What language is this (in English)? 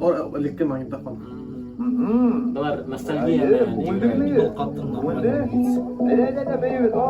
Bashkir